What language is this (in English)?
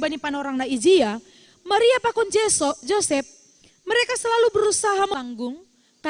Batak Simalungun